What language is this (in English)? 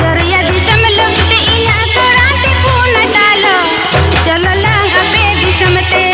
Santali